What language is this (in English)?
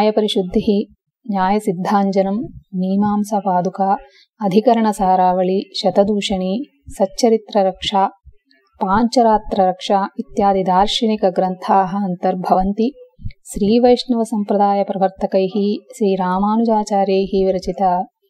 Sanskrit